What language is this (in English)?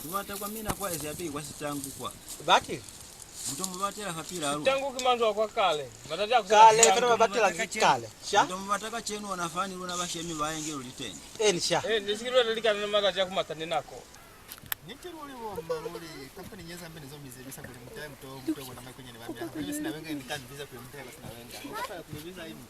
Lozi